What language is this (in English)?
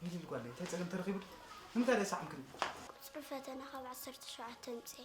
Tigrinya